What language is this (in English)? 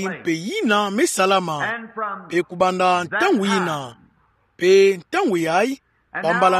Kituba (Democratic Republic of Congo)